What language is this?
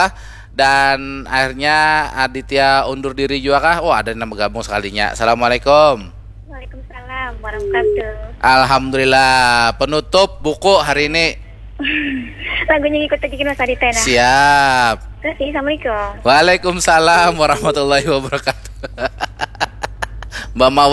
Banjar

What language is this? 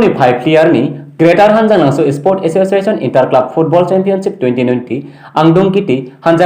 Karbi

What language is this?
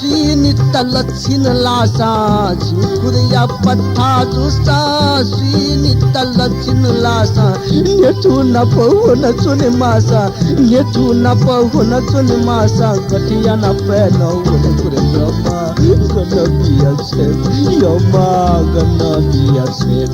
Newari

